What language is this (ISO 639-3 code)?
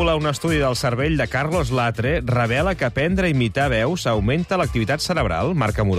cat